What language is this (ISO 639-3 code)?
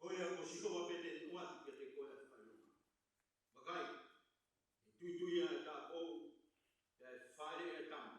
ton